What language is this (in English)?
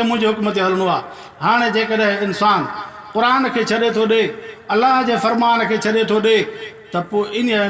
Sindhi